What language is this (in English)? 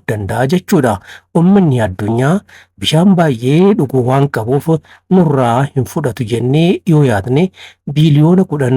Oromo